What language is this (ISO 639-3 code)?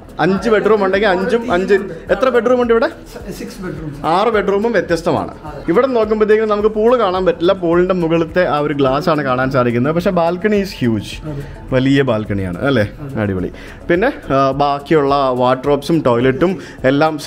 mal